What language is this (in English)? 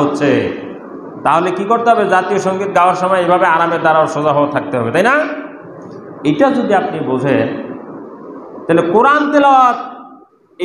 Bangla